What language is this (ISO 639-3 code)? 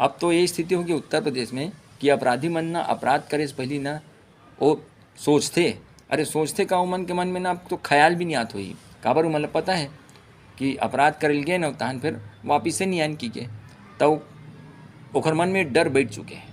hne